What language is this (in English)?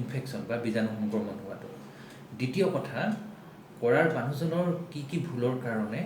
Assamese